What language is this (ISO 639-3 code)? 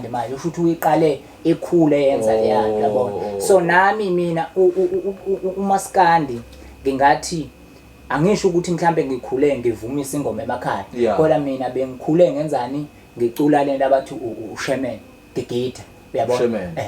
zul